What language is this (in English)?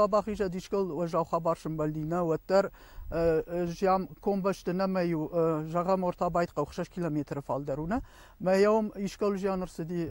Ossetic